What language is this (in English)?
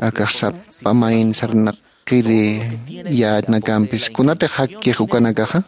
Aymara